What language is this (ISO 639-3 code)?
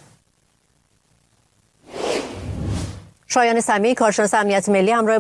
fas